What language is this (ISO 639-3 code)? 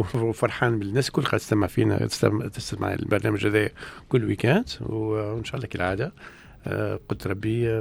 aeb